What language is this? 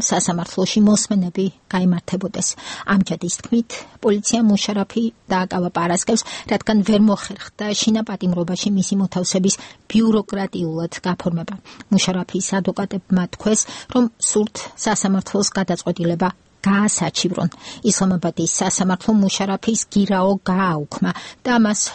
Georgian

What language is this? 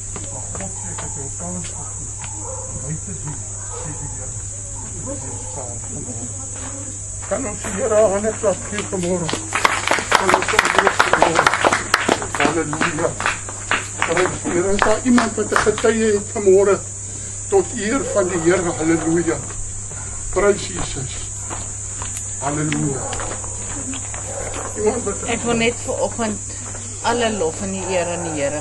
Afrikaans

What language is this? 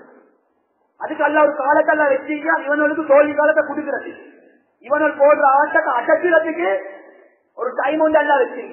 Tamil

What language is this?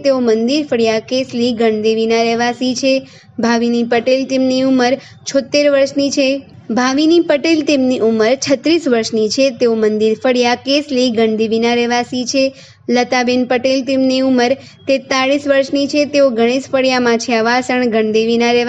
Gujarati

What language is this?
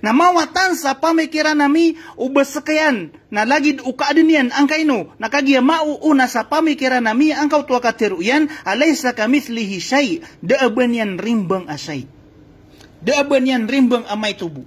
Maranao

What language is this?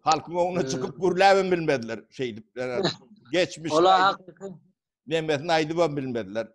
Turkmen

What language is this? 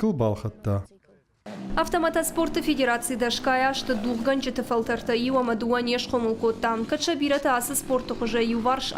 Ossetic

